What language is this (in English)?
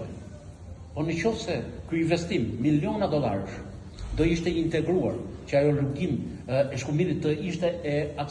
Albanian